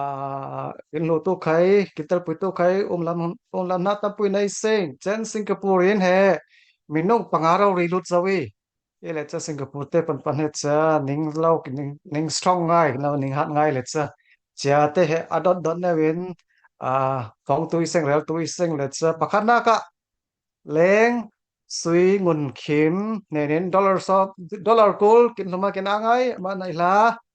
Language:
Falam Chin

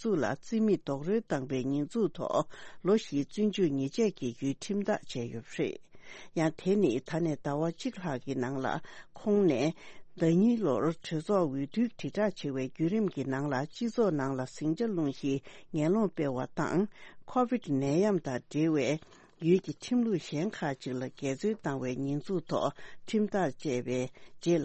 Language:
Tibetan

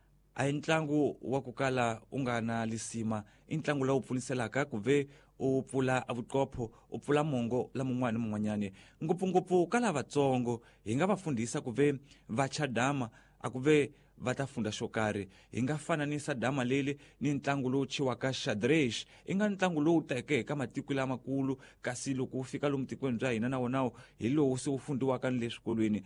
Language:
Tsonga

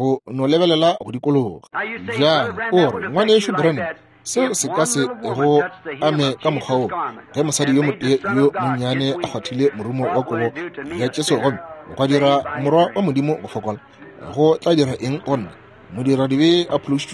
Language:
Northern Sotho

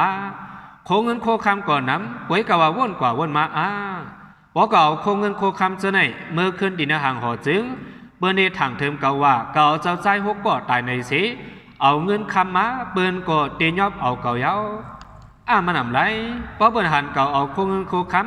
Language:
Shan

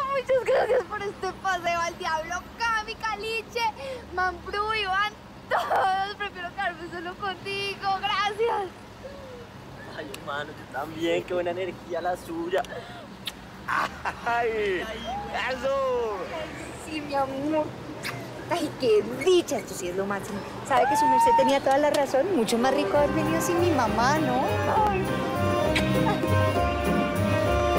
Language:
Spanish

